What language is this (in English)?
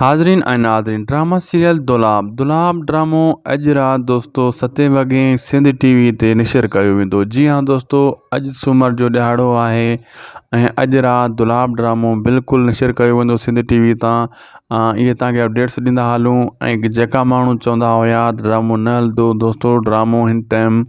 Sindhi